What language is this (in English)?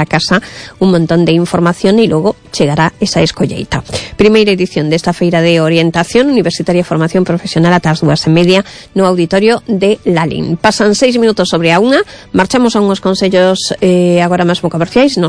Galician